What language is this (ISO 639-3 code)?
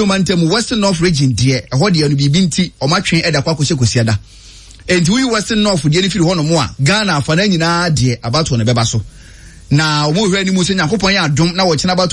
aka